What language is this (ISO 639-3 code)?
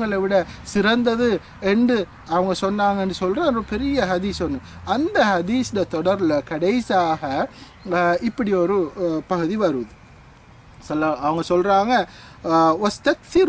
tam